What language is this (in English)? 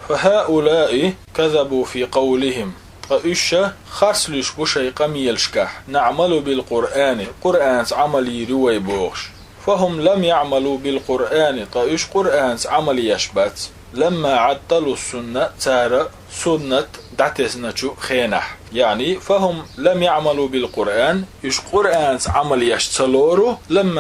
Chechen